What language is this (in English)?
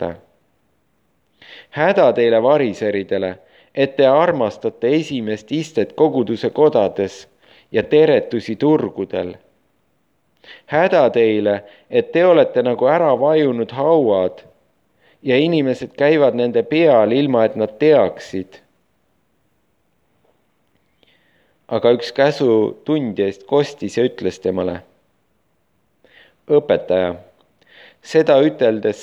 Estonian